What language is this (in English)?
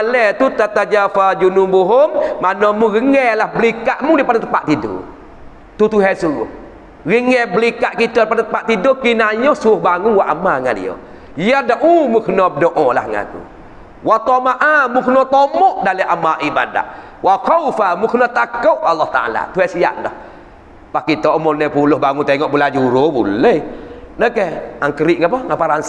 Malay